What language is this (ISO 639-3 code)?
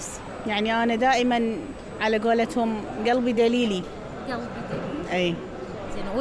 acm